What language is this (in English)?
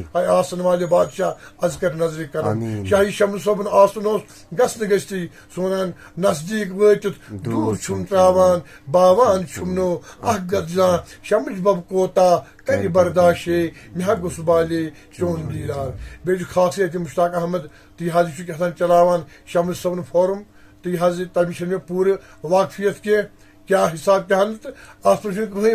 Kashmiri